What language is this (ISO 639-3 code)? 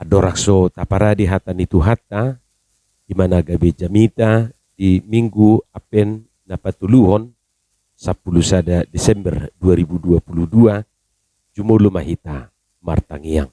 bbc